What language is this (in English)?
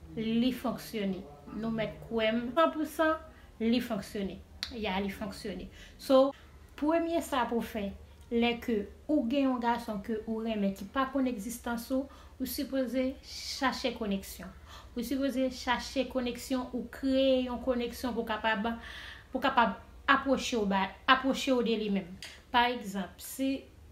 Haitian Creole